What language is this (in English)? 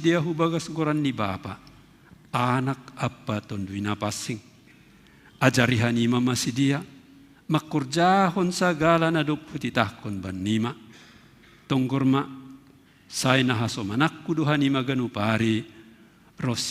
Batak Simalungun